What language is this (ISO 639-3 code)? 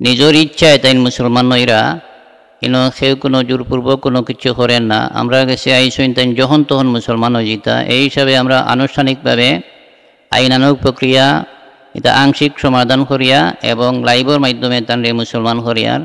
syl